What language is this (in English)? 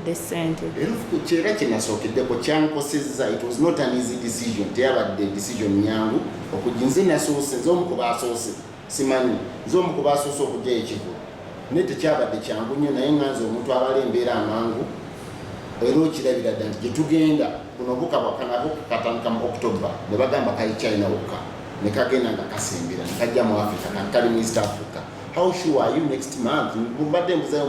Ganda